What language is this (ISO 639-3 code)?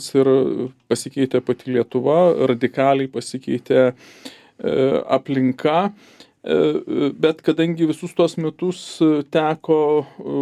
lit